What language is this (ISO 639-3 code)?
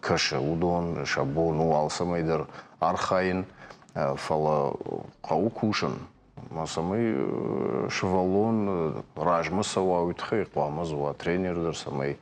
oss